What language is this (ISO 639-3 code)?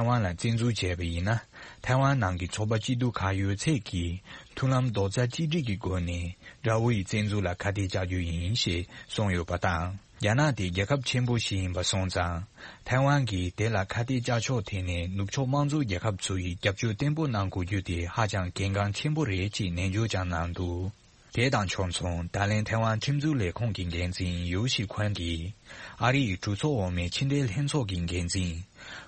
bod